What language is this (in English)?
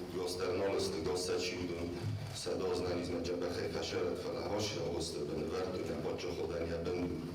Ossetic